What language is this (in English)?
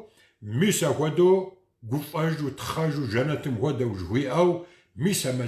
Kabardian